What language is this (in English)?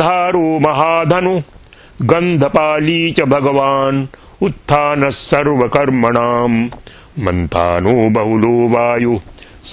Sanskrit